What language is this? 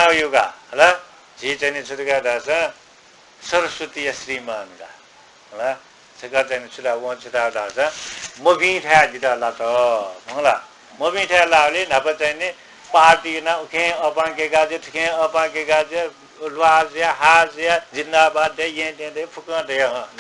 Newari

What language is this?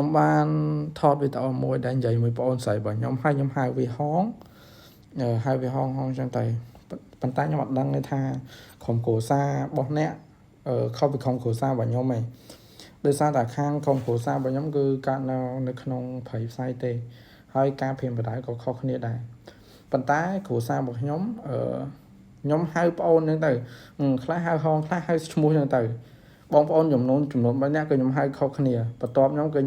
Khmer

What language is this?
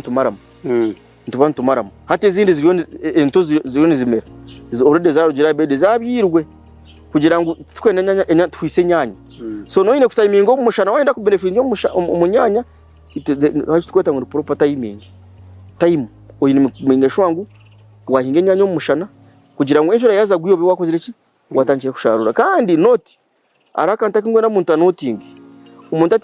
Nyankole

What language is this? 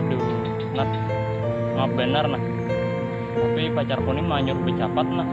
Banjar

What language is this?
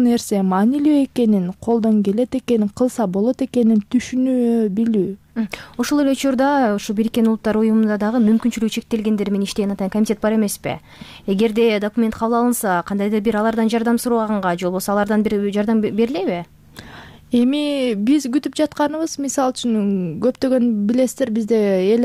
Kyrgyz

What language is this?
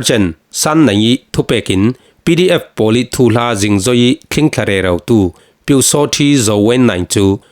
Falam Chin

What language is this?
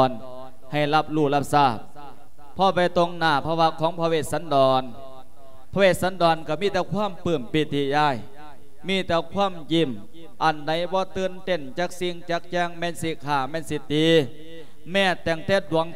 Lao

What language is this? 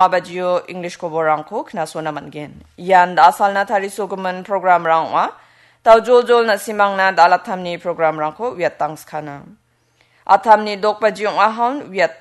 Garo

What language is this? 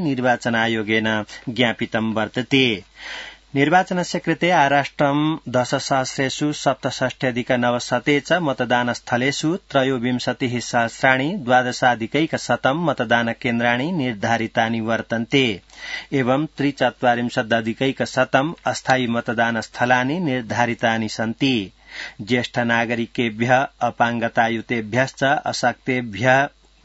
Sanskrit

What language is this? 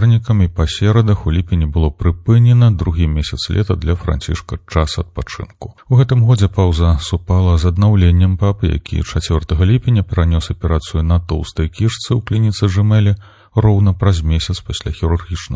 Belarusian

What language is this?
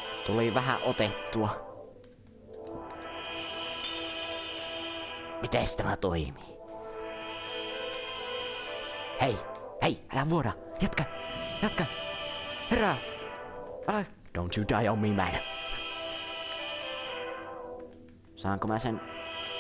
Finnish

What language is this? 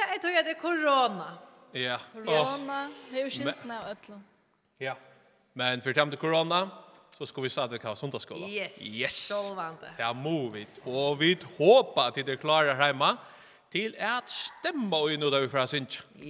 Faroese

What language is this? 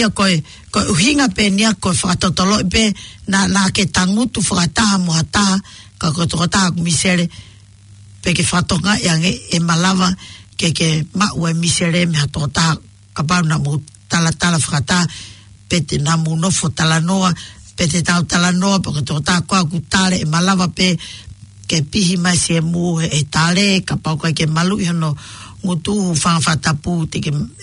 Tongan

